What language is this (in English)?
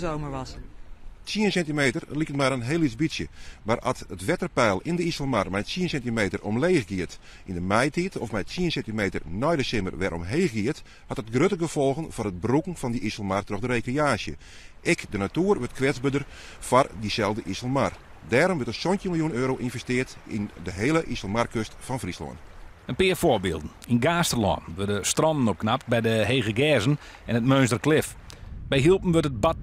Western Frisian